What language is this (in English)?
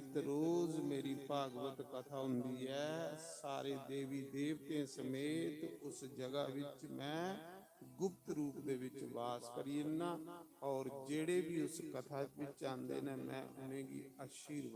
Dogri